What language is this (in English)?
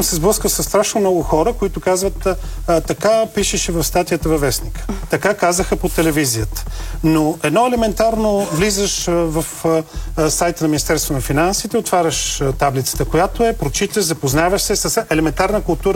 Bulgarian